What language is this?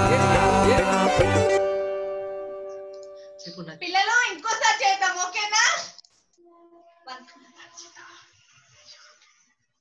Telugu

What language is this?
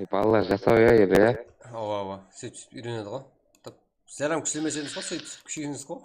Kara-Kalpak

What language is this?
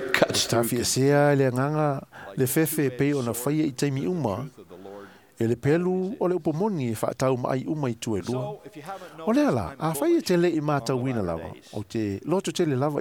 Samoan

